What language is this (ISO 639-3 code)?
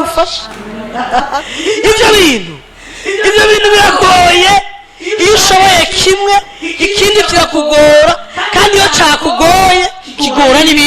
run